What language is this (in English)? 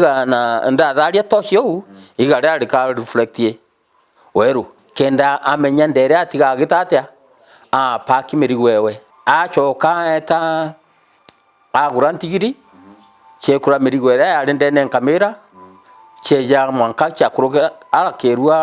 Meru